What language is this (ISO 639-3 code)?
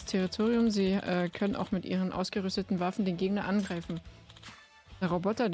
deu